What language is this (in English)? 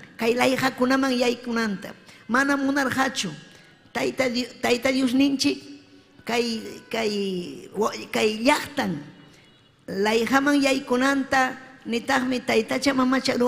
Ayacucho Quechua